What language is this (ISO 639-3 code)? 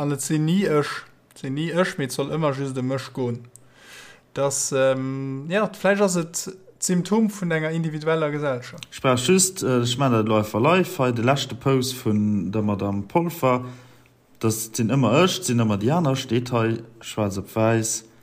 ltz